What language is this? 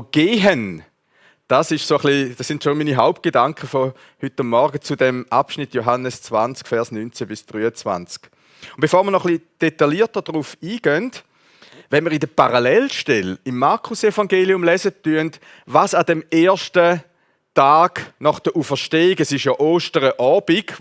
Swiss German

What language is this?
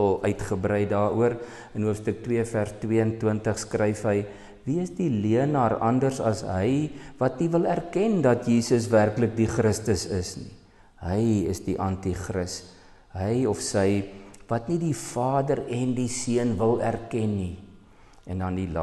Afrikaans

